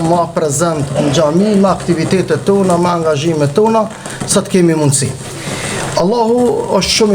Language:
Albanian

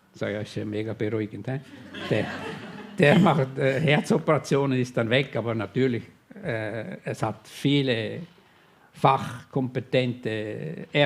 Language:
Swiss German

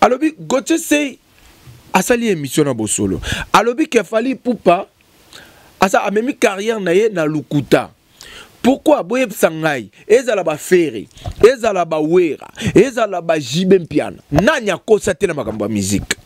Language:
Lingala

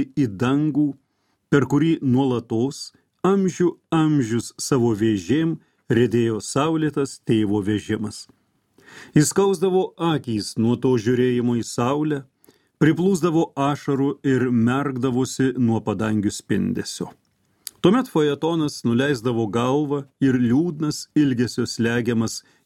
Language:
Lithuanian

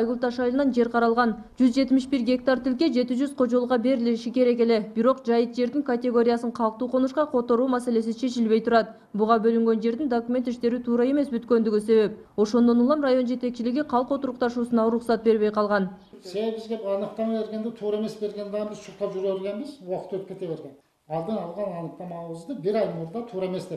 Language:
Kyrgyz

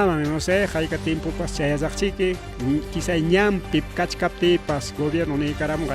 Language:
Ayacucho Quechua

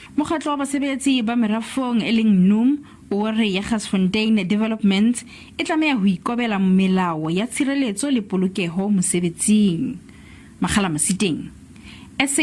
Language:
Southern Sotho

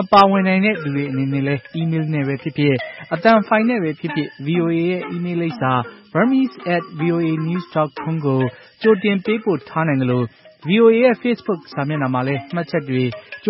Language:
Burmese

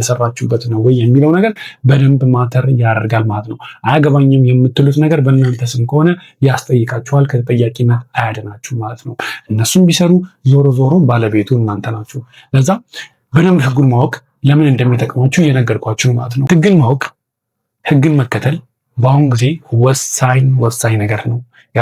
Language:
Amharic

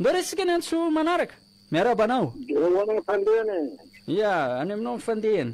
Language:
Malagasy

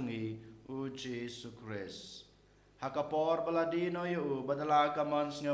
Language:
Khasi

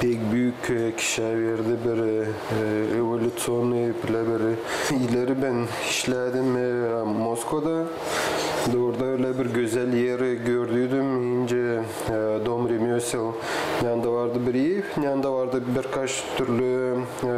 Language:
Gagauz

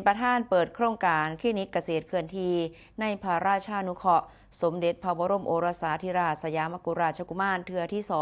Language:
Northeastern Thai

